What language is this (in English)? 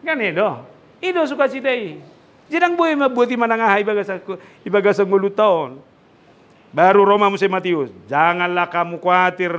Batak Toba